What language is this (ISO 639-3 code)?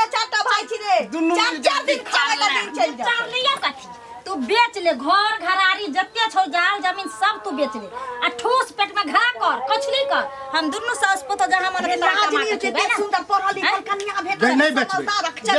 mai